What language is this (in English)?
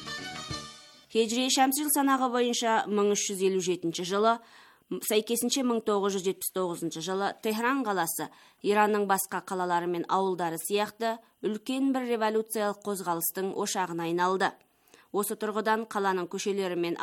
Kazakh